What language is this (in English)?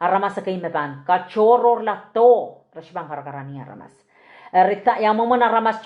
Pohnpeian